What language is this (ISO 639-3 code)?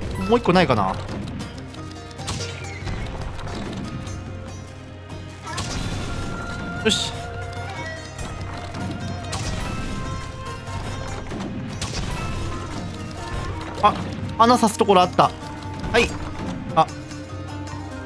jpn